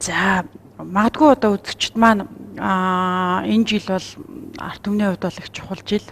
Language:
Mongolian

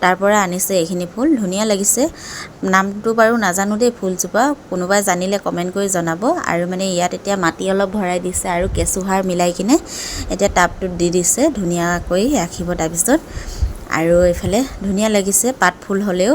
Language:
Assamese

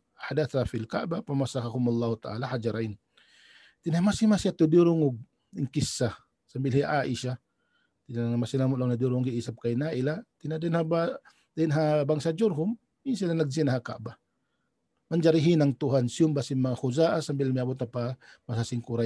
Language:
Tausug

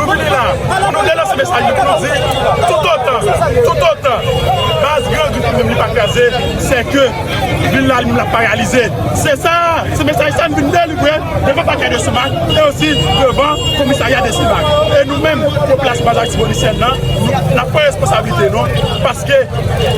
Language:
Haitian Creole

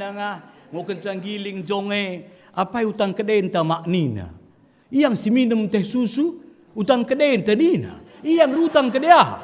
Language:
Batak Karo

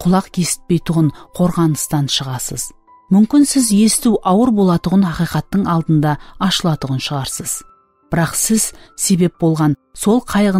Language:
Kara-Kalpak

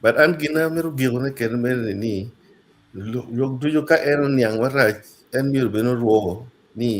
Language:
Acoli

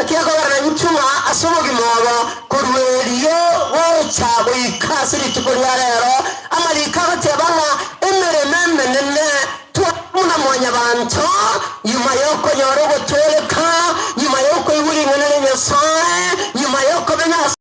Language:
Gusii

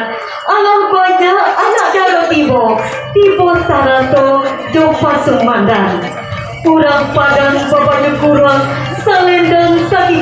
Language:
Minangkabau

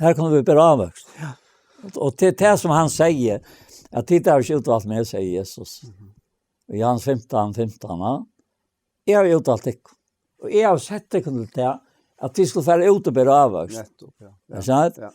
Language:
Faroese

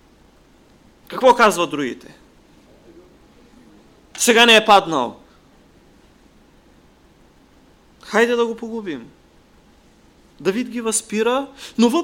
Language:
Bulgarian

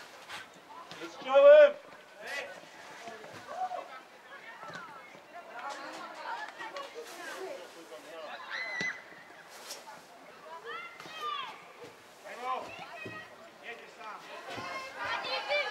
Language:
Polish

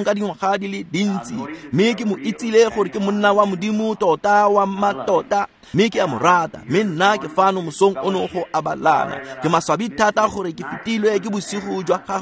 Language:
Tswana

